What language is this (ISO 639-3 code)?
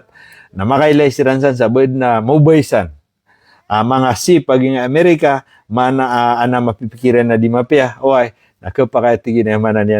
mrw